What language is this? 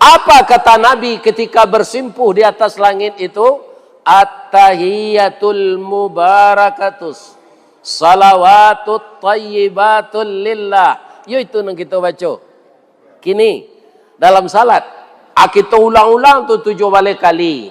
Minangkabau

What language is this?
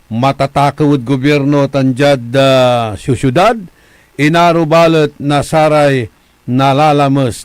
Pangasinan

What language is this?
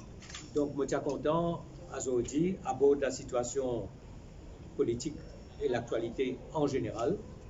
Morisyen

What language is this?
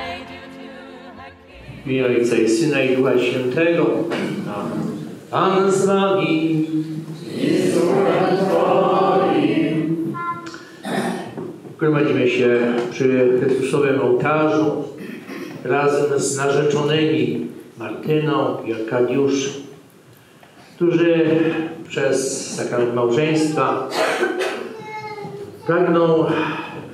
Polish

